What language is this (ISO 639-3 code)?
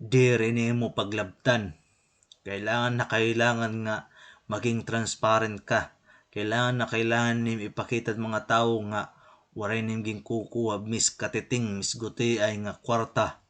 war